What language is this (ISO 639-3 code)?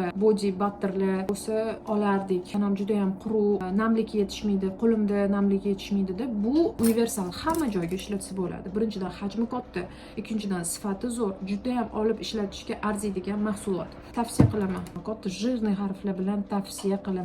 uzb